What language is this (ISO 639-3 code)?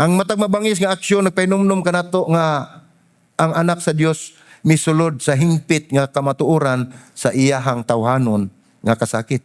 ceb